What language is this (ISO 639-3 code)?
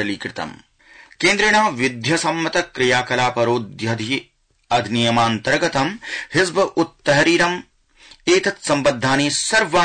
san